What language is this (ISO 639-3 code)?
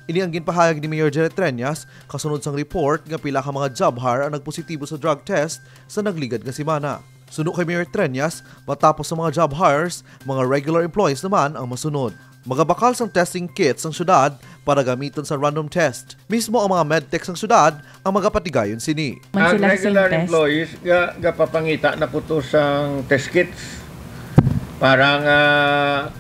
hil